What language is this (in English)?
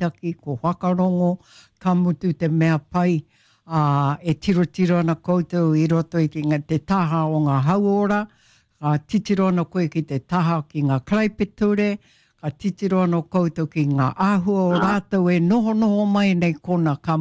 Māori